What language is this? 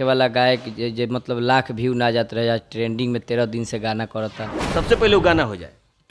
Bhojpuri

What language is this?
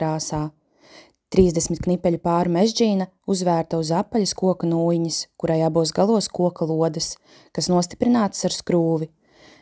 Latvian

